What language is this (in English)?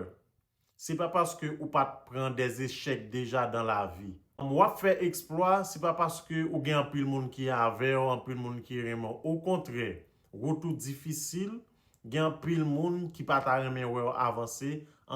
Haitian Creole